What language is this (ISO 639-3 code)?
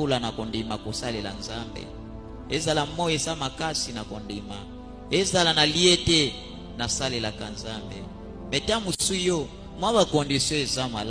lin